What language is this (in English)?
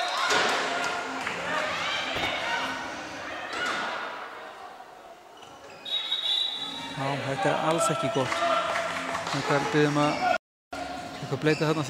Icelandic